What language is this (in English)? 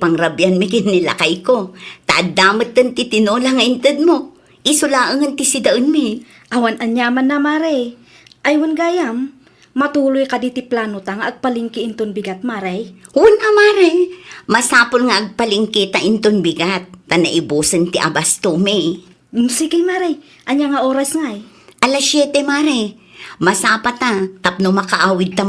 Iloko